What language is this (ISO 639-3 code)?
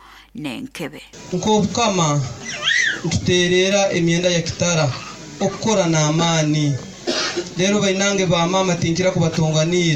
nyo